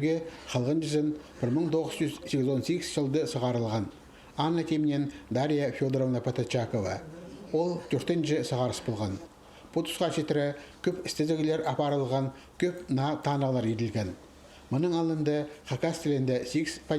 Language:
Khakas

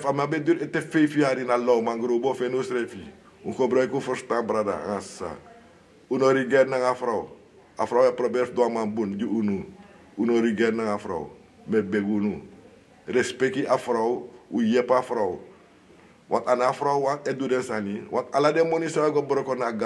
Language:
Sranan Tongo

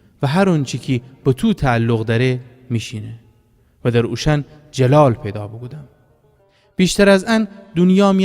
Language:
Gilaki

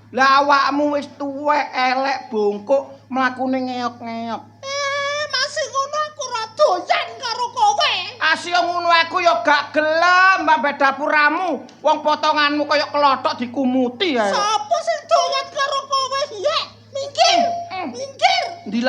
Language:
Javanese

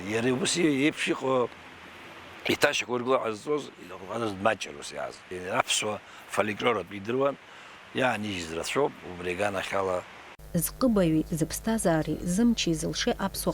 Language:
Abkhazian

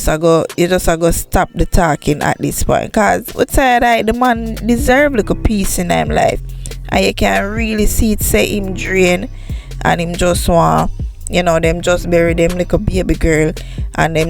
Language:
Jamaican Creole English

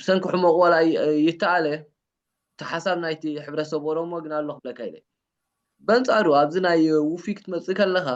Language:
Tigrinya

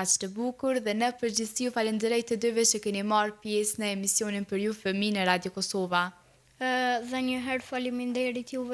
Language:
Albanian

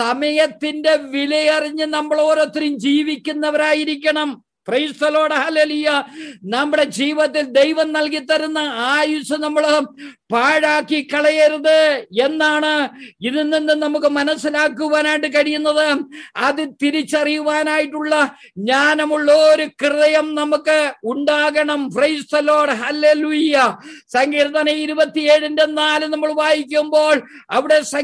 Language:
Malayalam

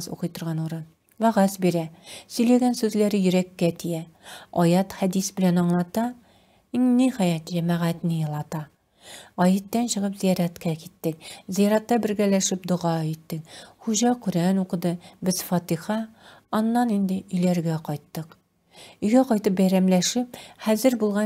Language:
Tatar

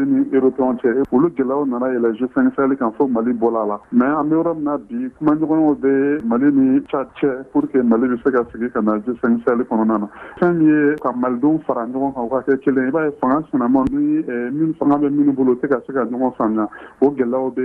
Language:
Bambara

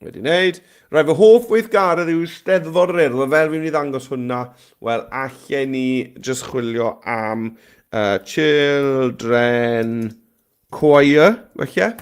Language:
Welsh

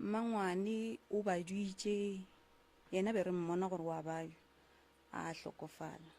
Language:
Northern Sotho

